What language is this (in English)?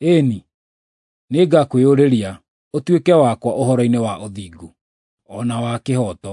Kikuyu